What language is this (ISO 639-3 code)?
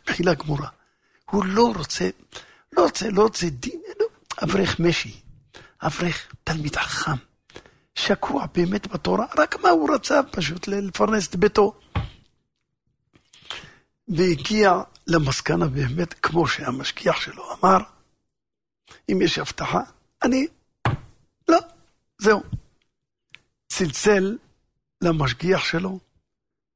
heb